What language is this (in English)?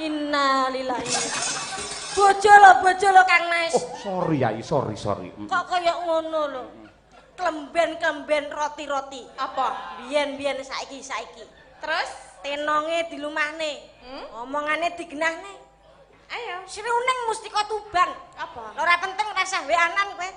Javanese